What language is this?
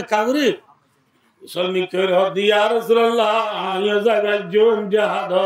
Rohingya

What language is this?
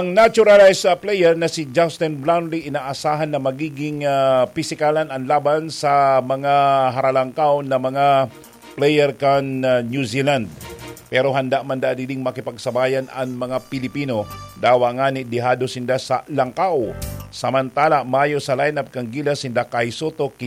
Bikol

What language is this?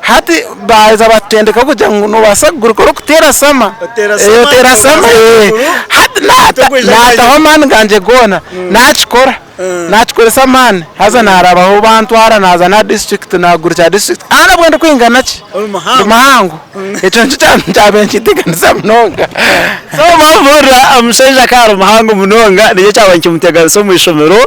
Nyankole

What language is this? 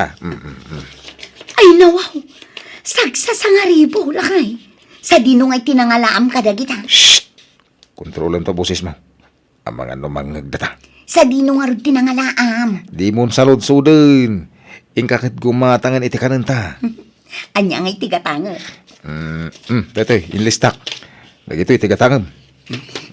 Iloko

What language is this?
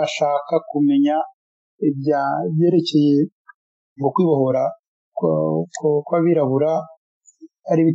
Kinyarwanda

